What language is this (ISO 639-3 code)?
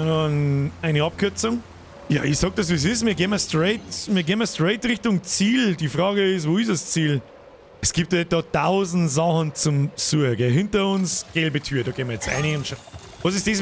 bar